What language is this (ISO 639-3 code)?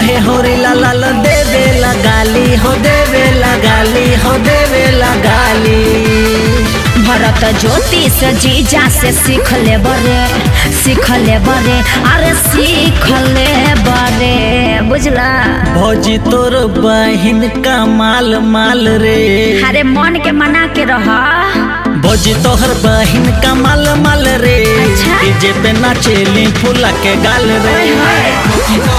bho